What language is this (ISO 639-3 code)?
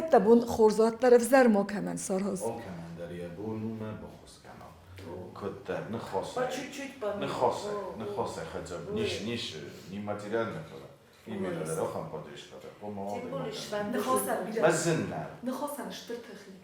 oss